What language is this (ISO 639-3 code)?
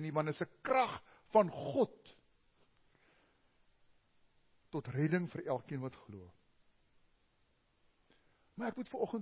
afr